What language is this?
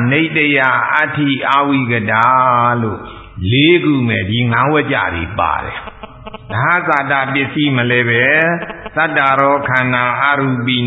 Burmese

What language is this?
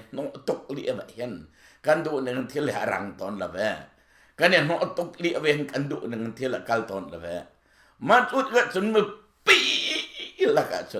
Hakha Chin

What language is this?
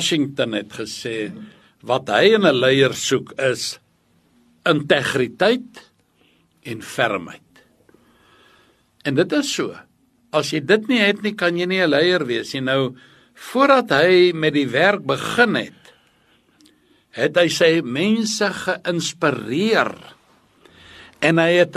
Afrikaans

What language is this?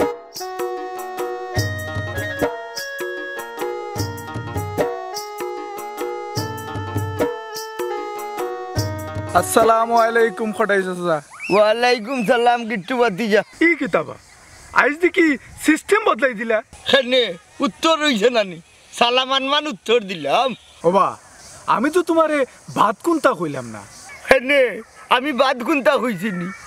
Sylheti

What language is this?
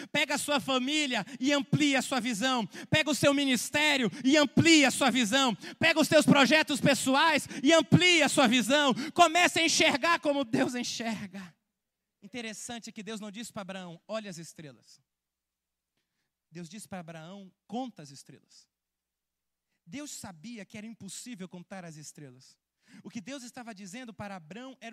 Portuguese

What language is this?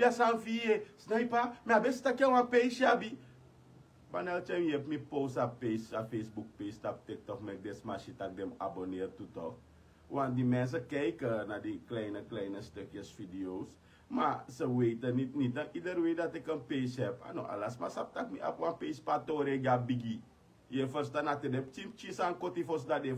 Sranan Tongo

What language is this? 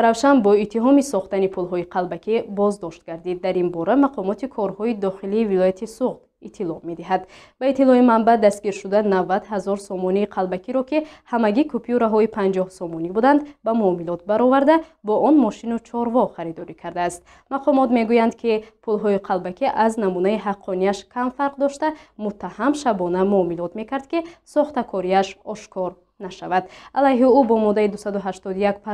Tajik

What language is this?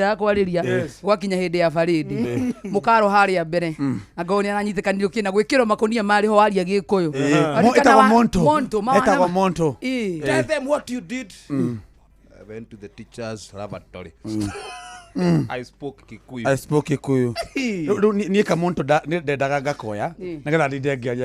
Kikuyu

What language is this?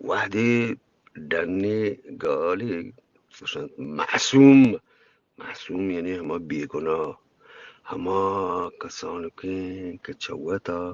Eastern Balochi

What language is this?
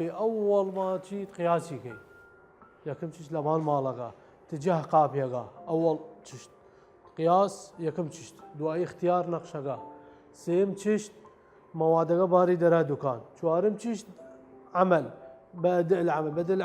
Southern Kurdish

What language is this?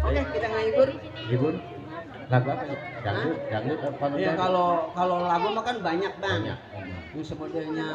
Betawi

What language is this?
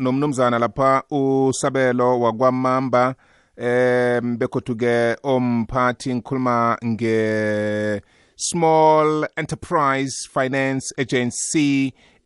South Ndebele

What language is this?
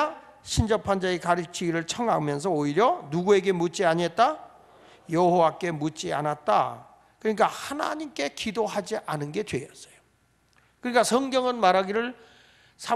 Korean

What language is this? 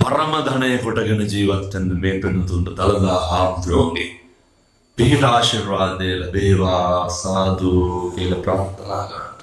Sinhala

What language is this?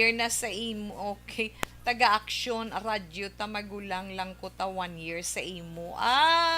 Hiligaynon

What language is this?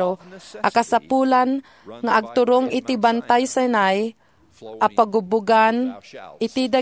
Iloko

